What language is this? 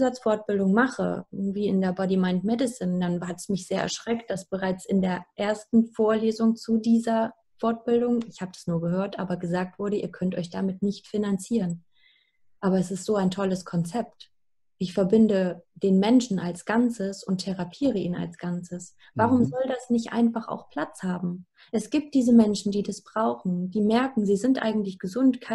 German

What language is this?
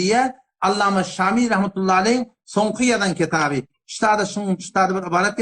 Turkmen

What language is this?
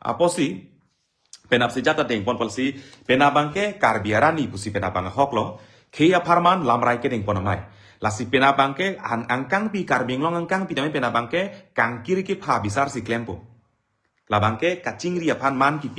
Karbi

